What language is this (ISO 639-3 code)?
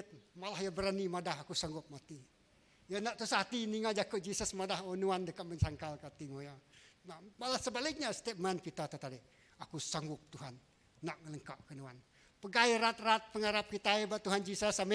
iba